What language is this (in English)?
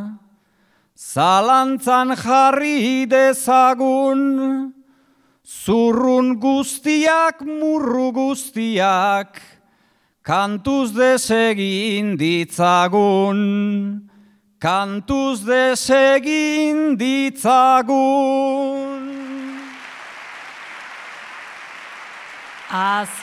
Basque